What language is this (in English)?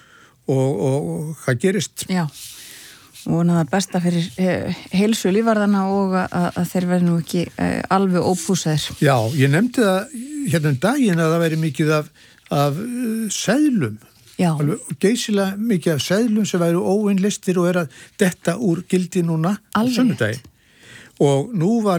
Icelandic